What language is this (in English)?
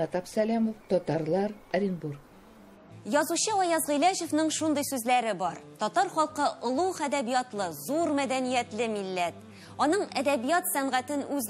Tatar